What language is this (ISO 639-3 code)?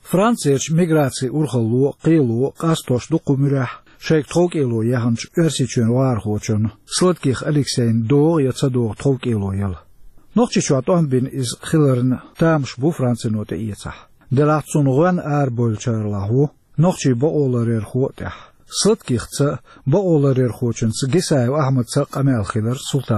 che